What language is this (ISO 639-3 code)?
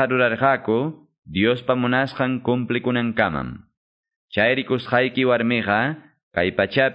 que